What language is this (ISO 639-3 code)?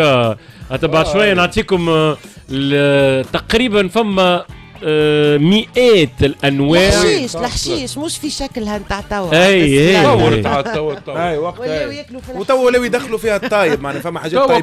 aeb